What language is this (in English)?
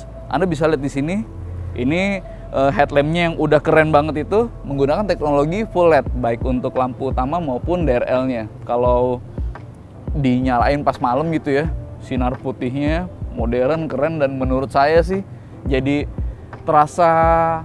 Indonesian